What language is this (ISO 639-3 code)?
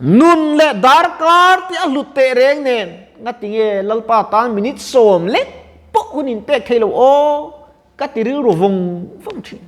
lus